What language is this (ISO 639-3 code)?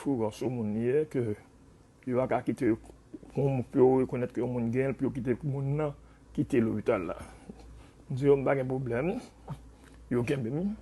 hat